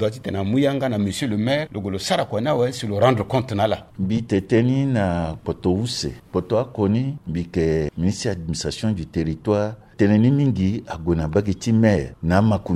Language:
Sango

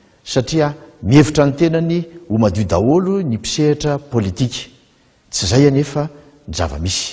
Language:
Malagasy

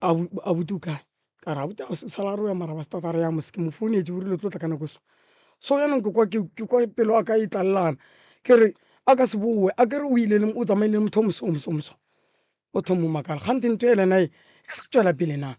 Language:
Northern Sotho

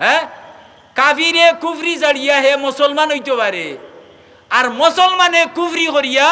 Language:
Sylheti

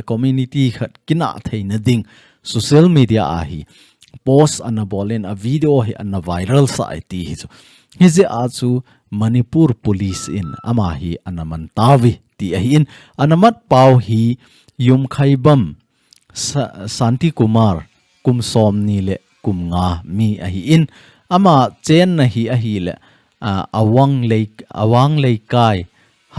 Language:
Thado Chin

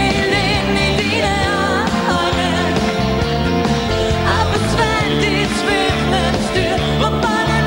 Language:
Danish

